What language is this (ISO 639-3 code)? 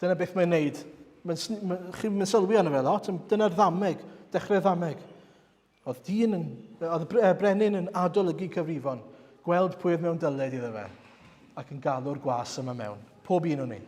cym